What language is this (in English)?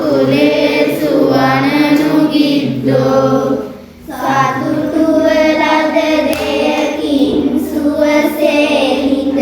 Sinhala